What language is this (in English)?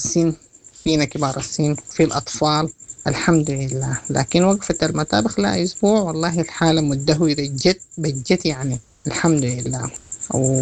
Sudanese Arabic